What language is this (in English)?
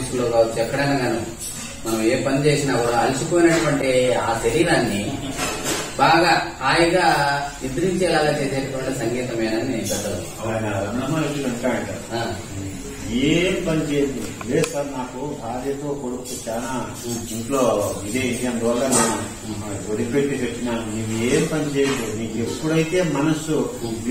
Telugu